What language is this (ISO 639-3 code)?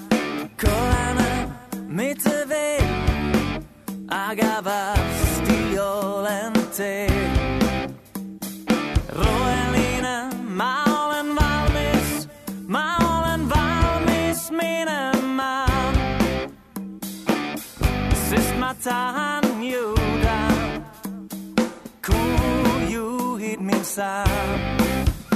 est